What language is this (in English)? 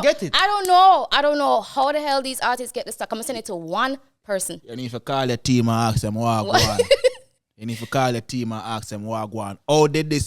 Jamaican Creole English